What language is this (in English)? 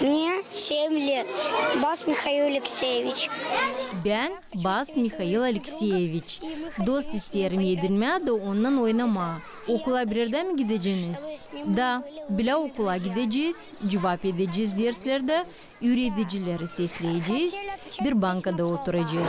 Gagauz